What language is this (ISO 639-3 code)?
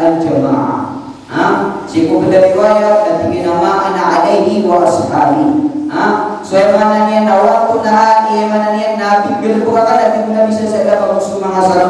mrw